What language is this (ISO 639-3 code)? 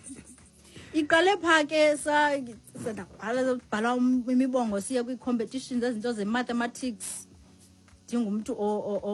xho